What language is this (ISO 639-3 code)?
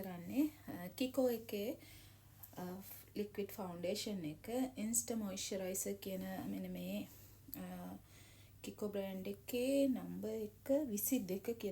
sin